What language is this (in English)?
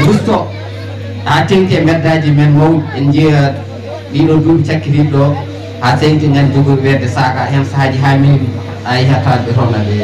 Fula